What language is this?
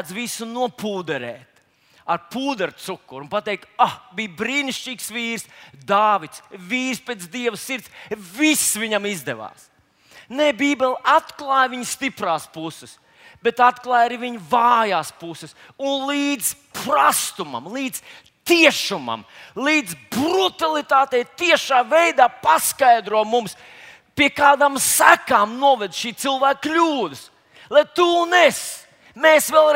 Latvian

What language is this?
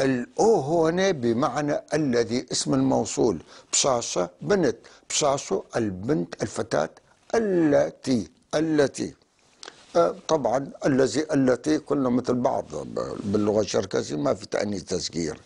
North Levantine Arabic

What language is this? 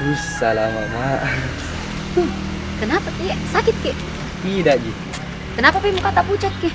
Makassar Malay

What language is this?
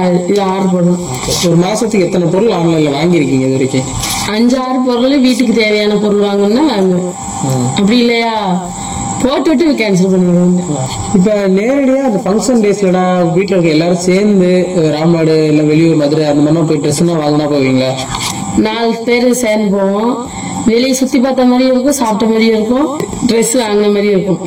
Tamil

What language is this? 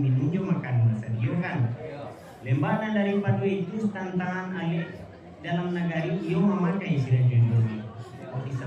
Minangkabau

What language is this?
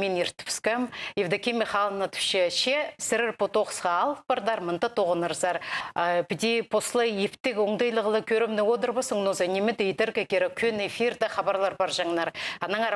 Khakas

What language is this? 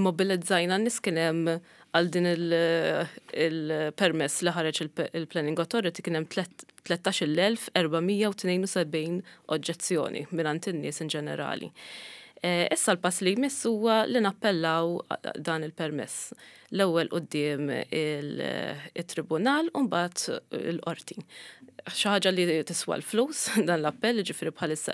Maltese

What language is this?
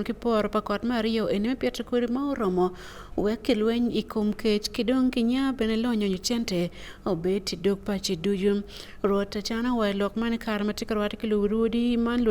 Acoli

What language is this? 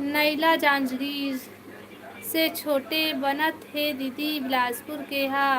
Chhattisgarhi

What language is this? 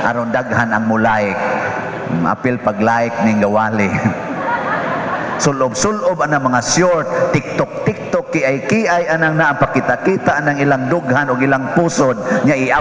Cebuano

